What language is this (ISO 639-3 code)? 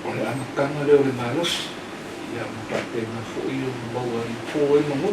smo